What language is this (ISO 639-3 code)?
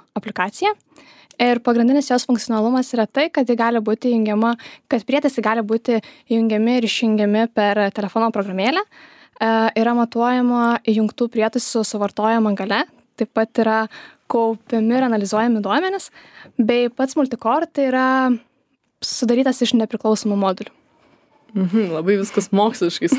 lit